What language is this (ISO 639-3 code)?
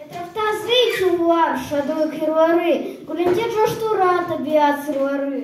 crh